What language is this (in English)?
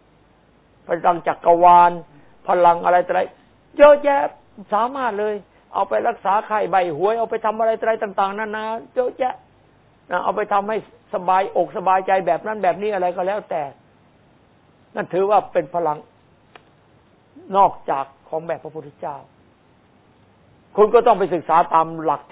Thai